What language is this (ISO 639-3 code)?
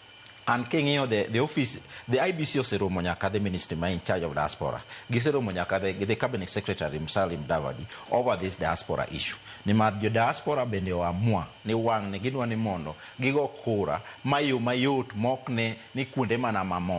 luo